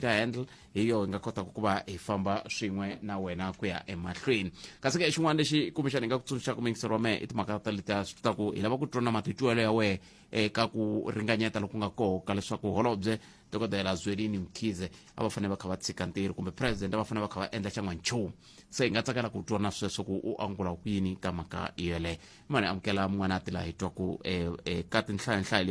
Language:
Tsonga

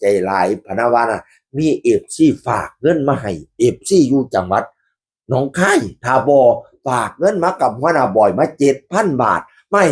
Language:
Northeastern Thai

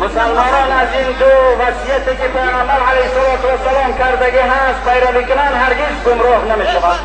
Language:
Tajik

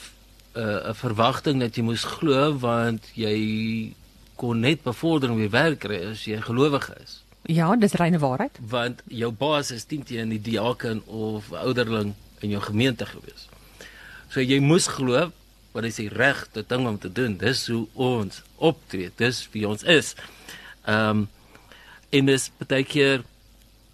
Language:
Afrikaans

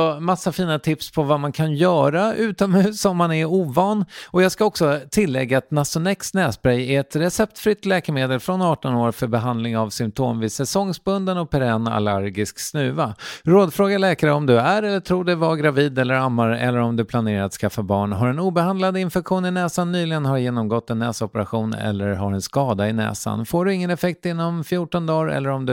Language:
Swedish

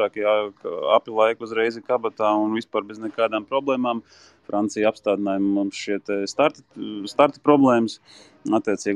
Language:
Latvian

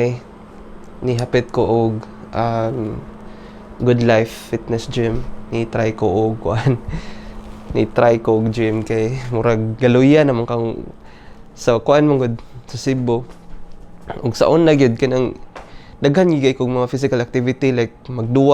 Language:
Cebuano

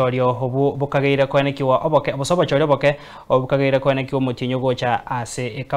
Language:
Gusii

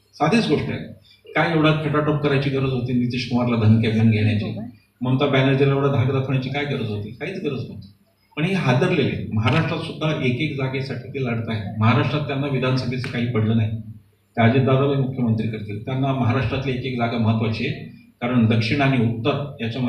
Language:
Marathi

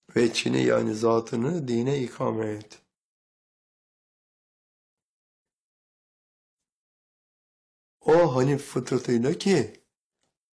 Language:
Turkish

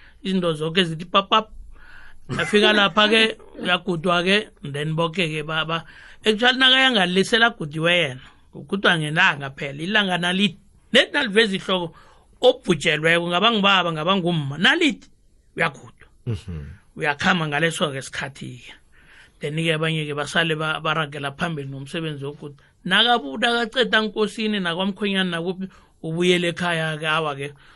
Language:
South Ndebele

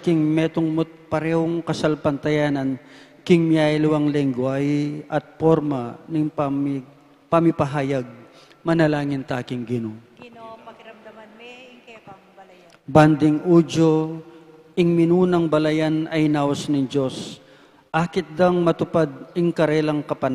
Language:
Pampanga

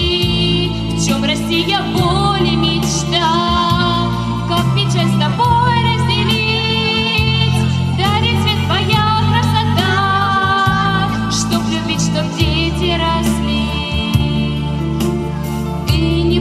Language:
Russian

